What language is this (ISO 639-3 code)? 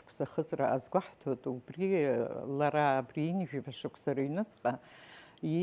abk